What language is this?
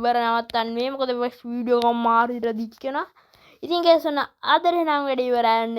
Sinhala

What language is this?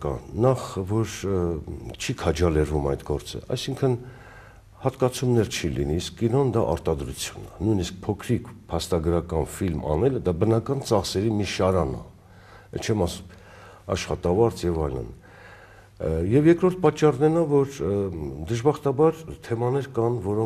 Armenian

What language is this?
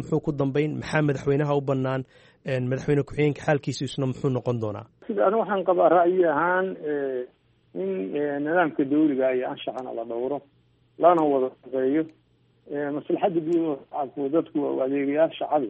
Somali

